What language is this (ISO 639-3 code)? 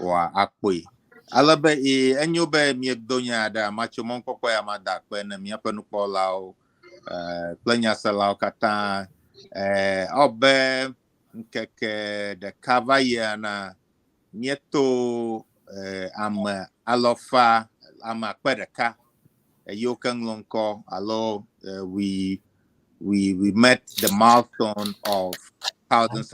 ewe